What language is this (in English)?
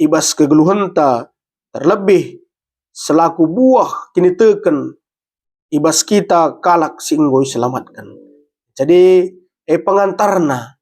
Batak Karo